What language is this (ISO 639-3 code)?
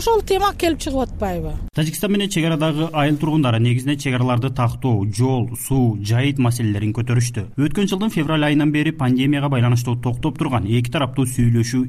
kir